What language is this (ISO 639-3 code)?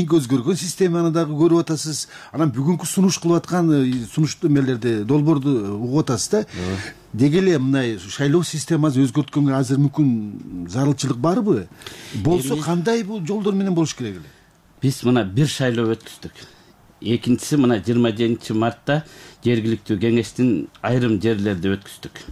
kir